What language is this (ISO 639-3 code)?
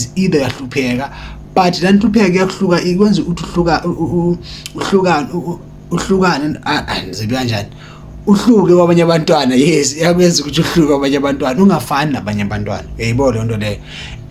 zul